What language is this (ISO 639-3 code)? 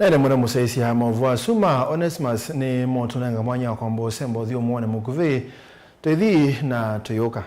kam